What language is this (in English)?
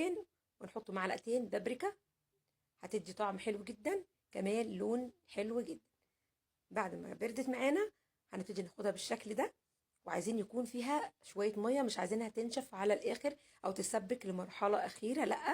Egyptian Arabic